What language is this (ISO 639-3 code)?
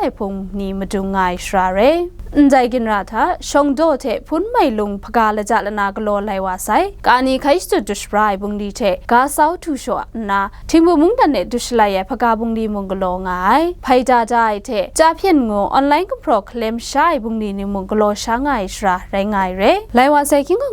kac